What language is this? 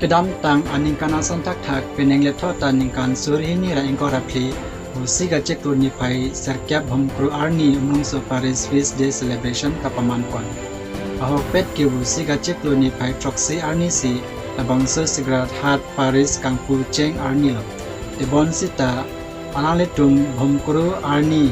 Karbi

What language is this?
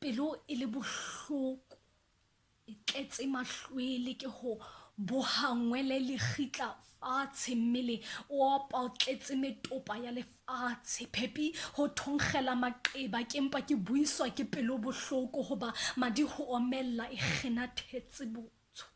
Southern Sotho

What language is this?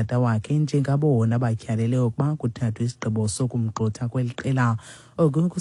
Xhosa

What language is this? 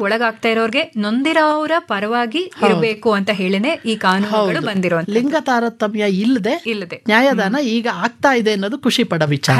Kannada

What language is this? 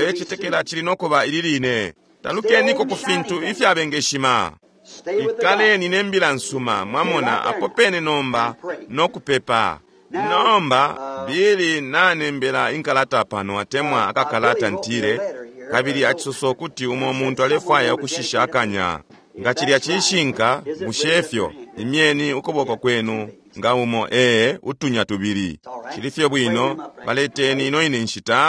Bemba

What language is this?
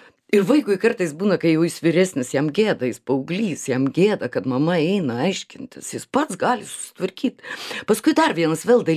Lithuanian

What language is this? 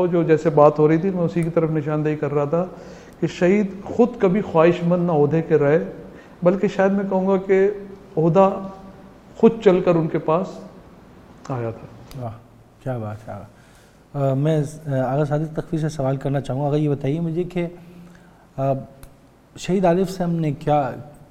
Urdu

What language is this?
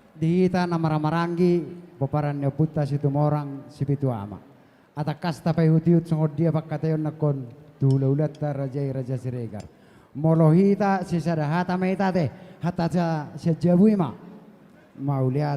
Batak Toba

